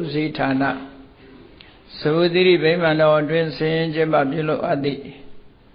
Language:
Burmese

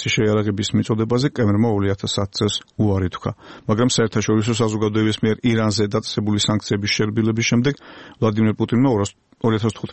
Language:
Georgian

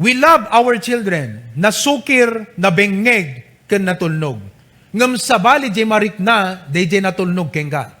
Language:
Iloko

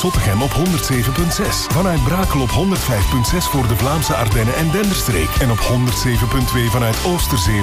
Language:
Dutch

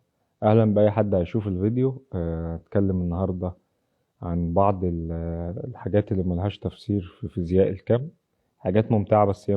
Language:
Egyptian Arabic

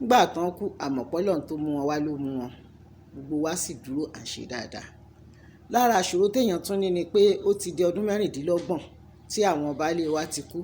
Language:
Yoruba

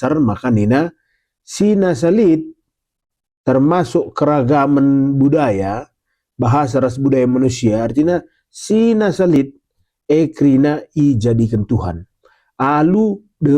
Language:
Batak Karo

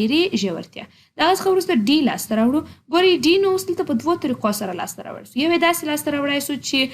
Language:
Pashto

